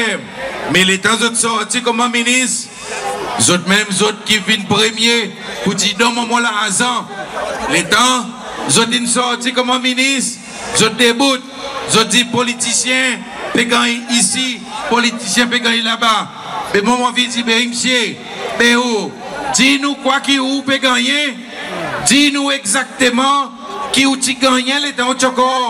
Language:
Seselwa Creole French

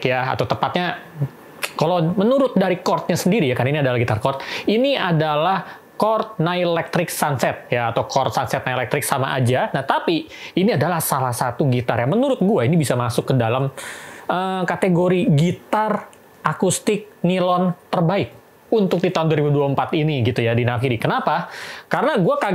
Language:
Indonesian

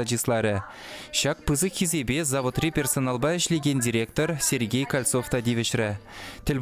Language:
Chuvash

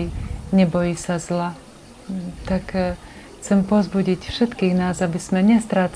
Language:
Slovak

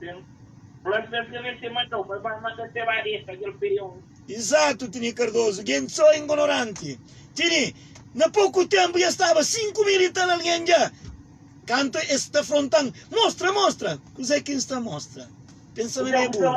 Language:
Kabuverdianu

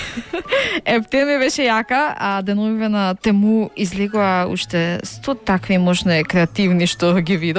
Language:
Macedonian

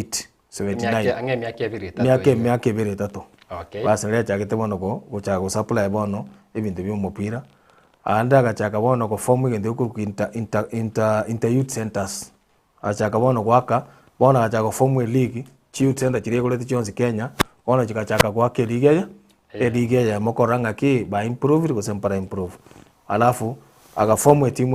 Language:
Gusii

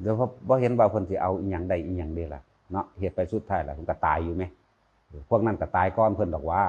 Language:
Northeastern Thai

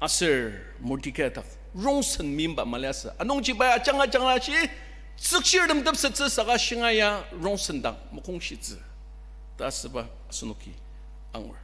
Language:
Ao Naga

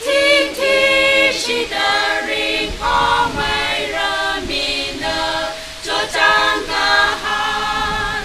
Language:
Tangkhul Naga (India)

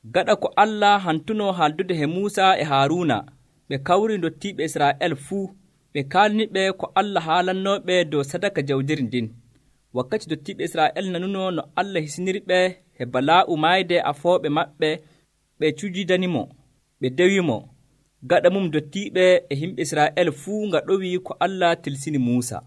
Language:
Nigerian Fulfulde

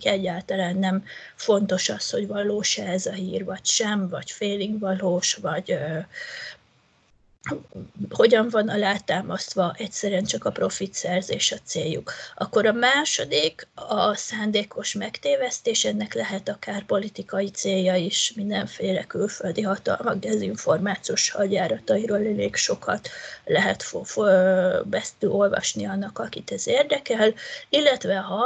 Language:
Hungarian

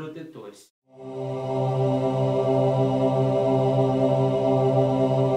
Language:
Portuguese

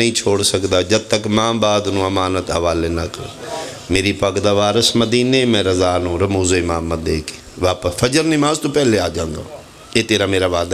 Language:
Pahari-Potwari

